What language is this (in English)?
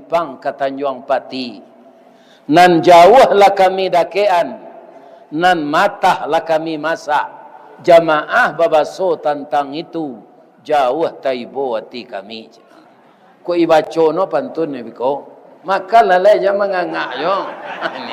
Minangkabau